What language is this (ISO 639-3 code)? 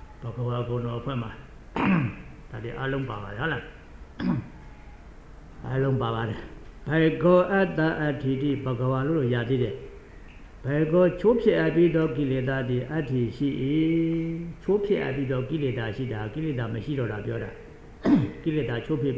mya